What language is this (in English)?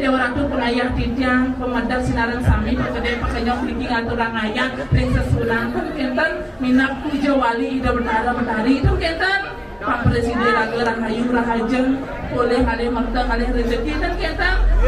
Balinese